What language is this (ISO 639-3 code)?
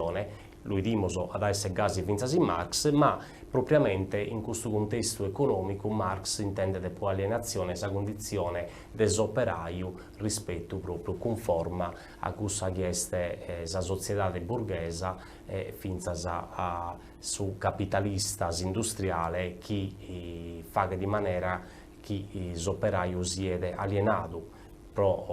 srd